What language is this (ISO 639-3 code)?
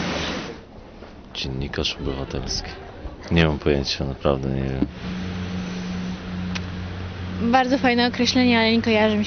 pol